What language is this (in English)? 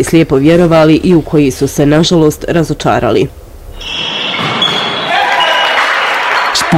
Bosnian